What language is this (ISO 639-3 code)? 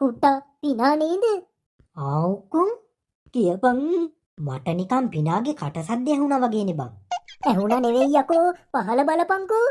sin